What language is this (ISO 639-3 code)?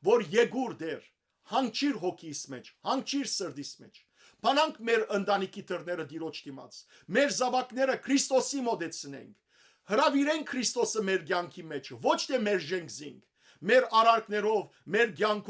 hyw